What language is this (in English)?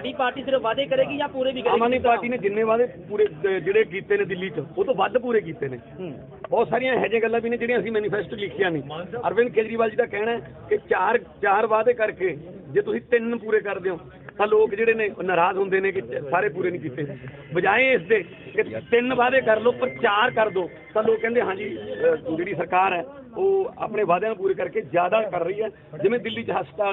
Punjabi